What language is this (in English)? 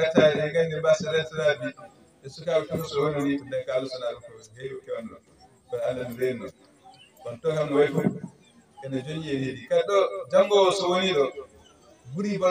Fula